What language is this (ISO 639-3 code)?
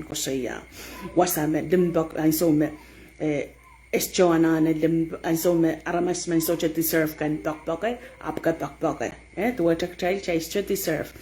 pon